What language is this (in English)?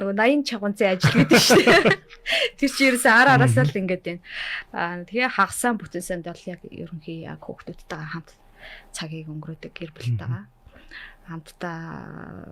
Mongolian